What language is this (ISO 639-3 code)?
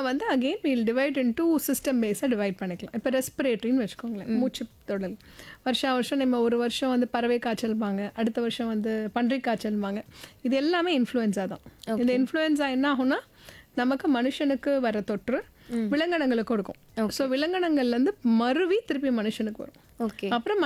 tam